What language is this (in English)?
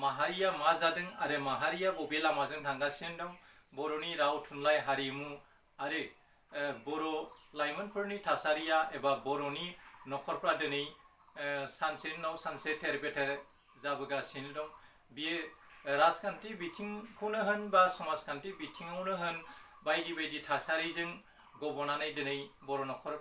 Bodo